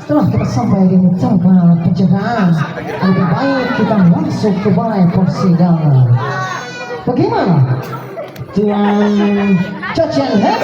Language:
Banjar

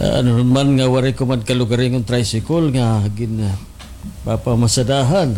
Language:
Waray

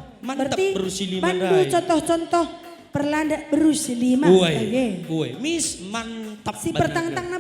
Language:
Batak Karo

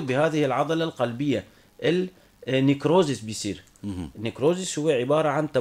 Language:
North Levantine Arabic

